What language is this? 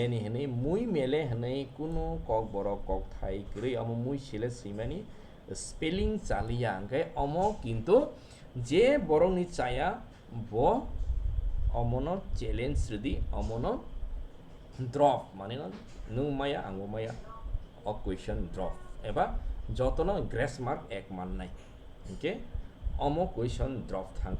Kok Borok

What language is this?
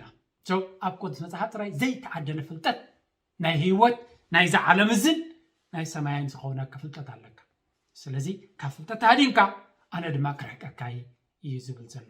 Tigrinya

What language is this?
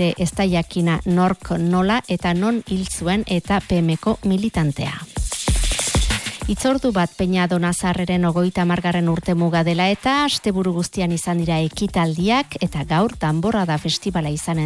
Basque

